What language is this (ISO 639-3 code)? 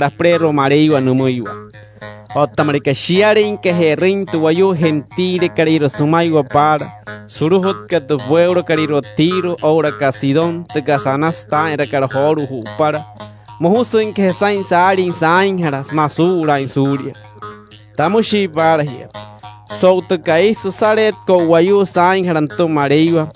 guc